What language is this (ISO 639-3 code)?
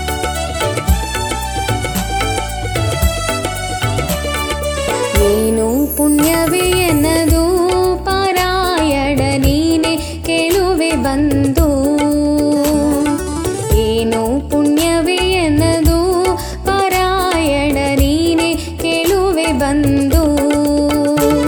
kan